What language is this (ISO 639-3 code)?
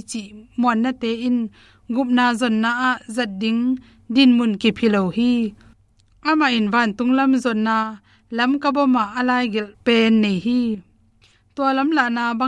ctd